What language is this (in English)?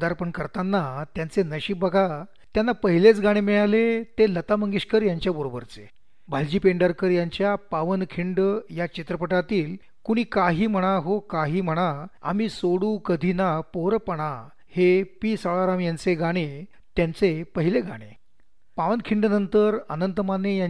Marathi